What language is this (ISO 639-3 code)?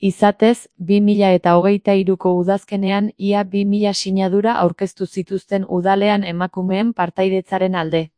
eus